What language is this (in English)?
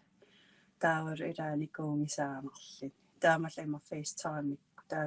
Kalaallisut